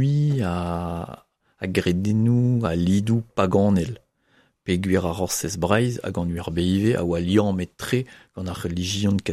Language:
Breton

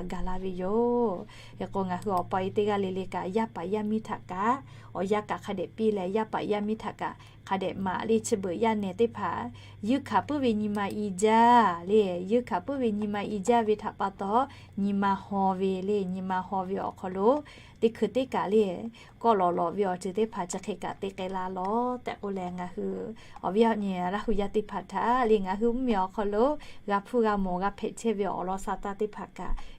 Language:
Lahu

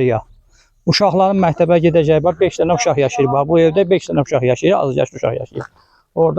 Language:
Azerbaijani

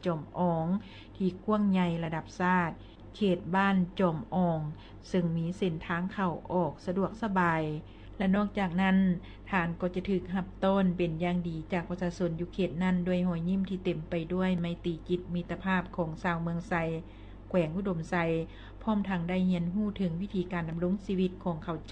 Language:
Lao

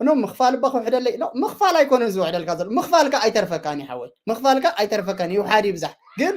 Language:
Tigrinya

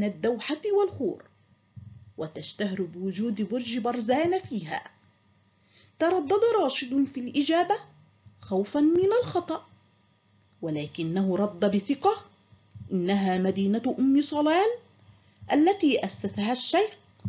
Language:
Arabic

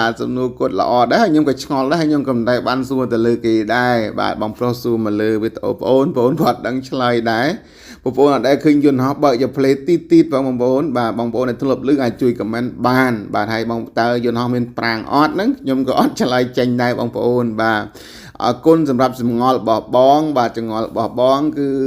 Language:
Khmer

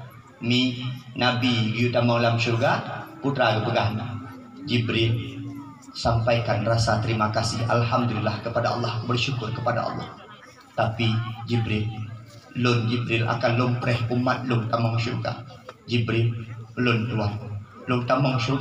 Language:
Achinese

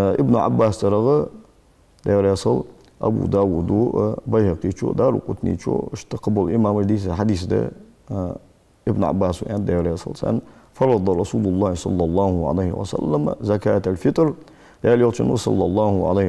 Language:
Ingush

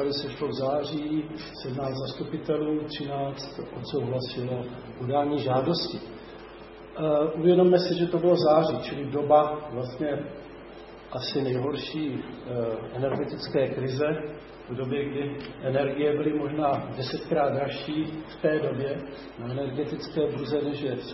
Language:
Czech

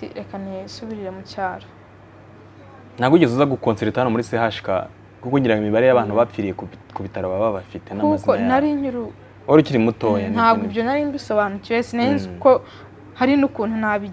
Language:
Kinyarwanda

